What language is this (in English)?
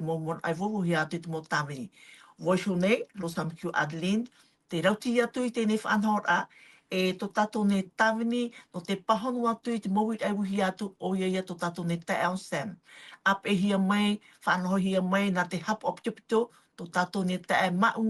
Tahitian